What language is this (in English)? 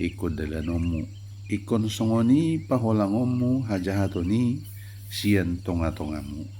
Batak Toba